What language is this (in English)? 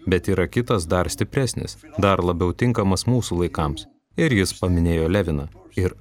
Lithuanian